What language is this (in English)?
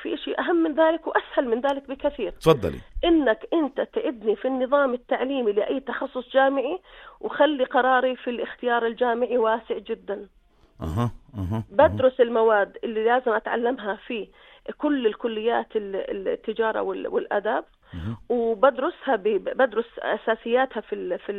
North Levantine Arabic